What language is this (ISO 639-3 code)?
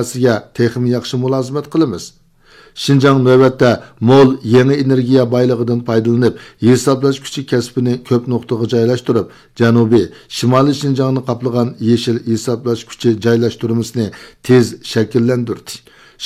uig